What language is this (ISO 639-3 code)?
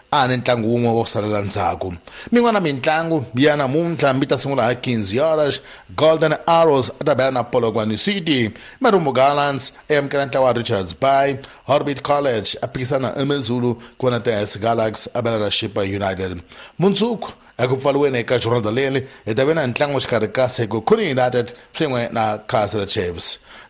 tso